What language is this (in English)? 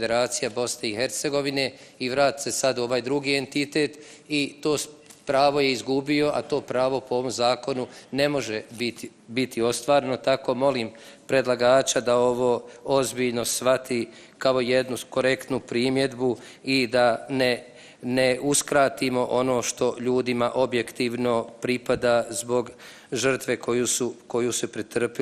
Bosnian